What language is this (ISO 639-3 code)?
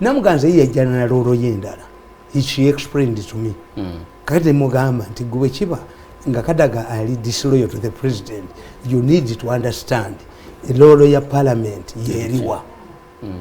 lug